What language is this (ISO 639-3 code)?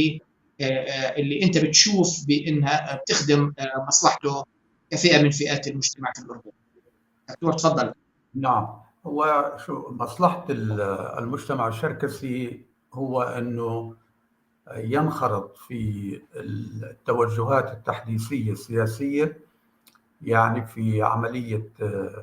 apc